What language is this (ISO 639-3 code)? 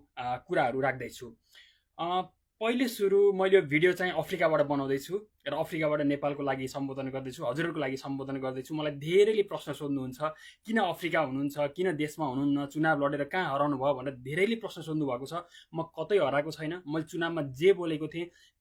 nep